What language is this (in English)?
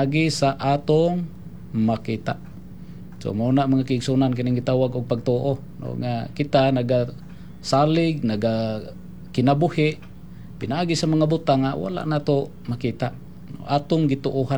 Cebuano